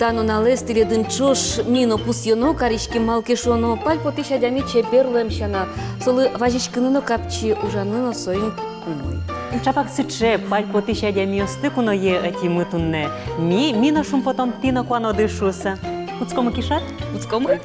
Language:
Udmurt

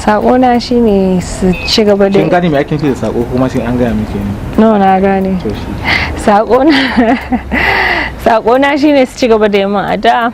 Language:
Hausa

